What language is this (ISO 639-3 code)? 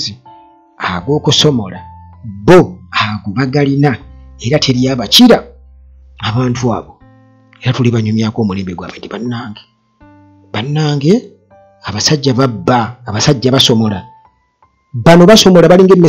lug